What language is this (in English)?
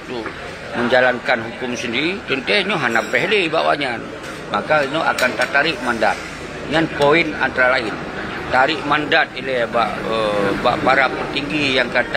Achinese